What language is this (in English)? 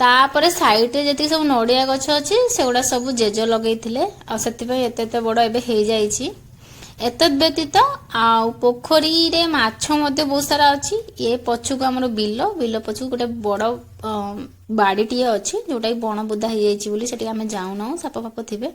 Odia